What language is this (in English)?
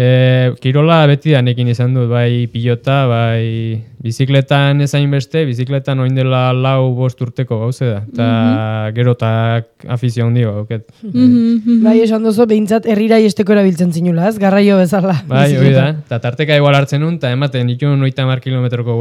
Basque